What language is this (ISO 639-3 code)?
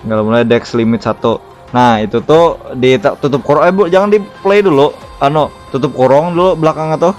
bjn